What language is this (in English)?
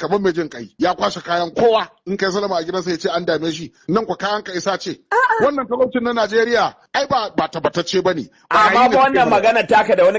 Hausa